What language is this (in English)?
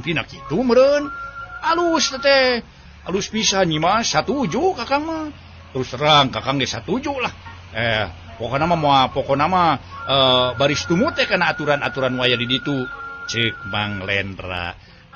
Sundanese